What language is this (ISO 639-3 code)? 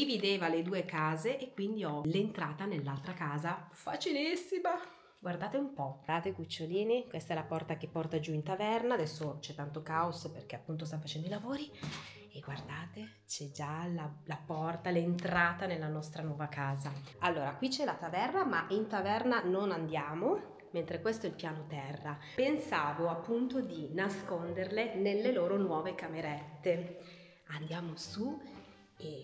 ita